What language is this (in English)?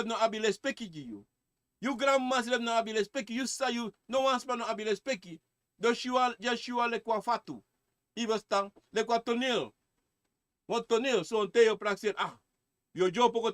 Sranan Tongo